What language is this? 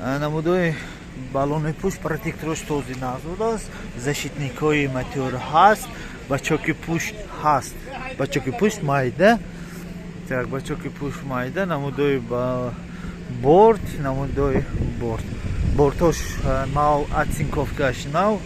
Tajik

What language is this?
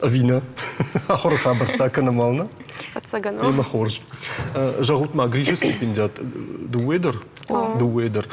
Ossetic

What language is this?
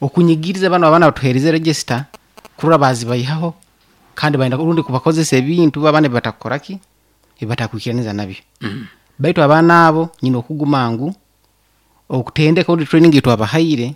Nyankole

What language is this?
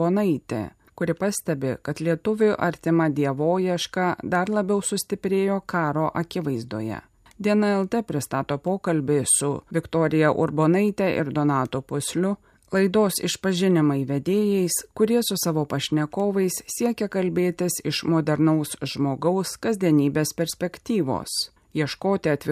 Lithuanian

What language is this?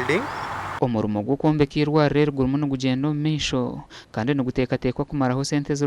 Nyankole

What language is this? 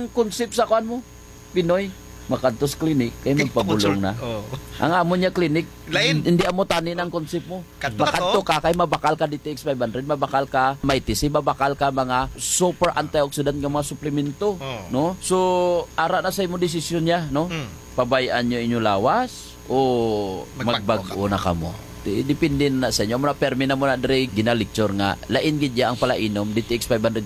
Hiligaynon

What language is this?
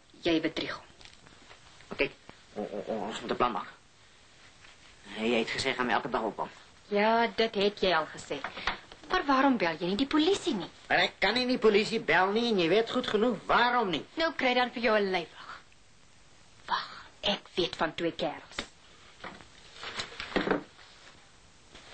Afrikaans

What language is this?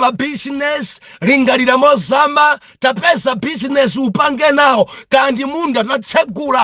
Nyanja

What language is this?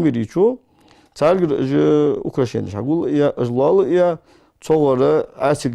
Ingush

